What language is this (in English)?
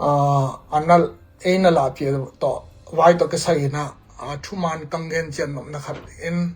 Tedim Chin